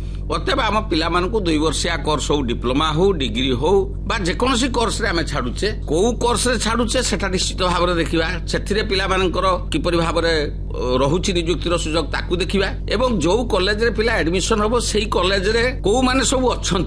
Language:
Odia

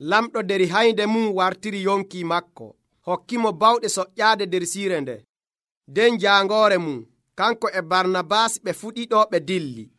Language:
Nigerian Fulfulde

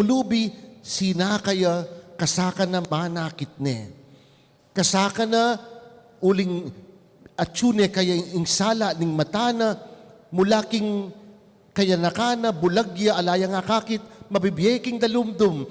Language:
Pampanga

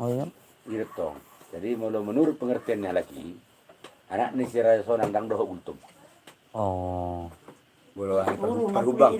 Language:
Batak Toba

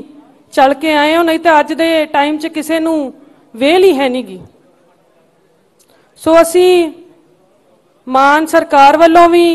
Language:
Punjabi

